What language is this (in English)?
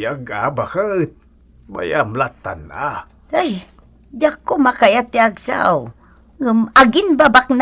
Iloko